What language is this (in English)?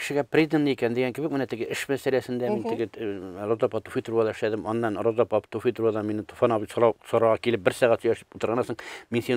Tatar